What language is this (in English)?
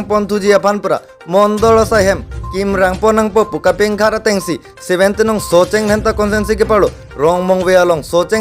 Karbi